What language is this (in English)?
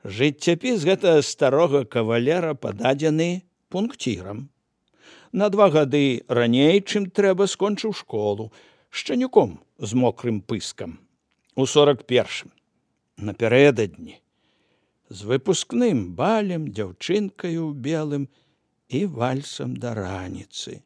Belarusian